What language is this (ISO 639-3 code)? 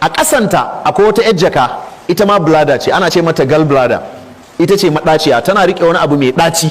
hau